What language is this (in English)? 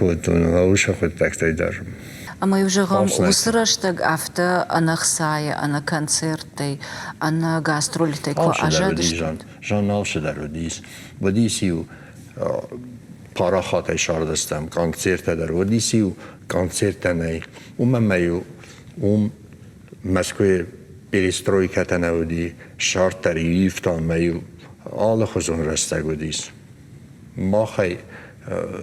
Ossetic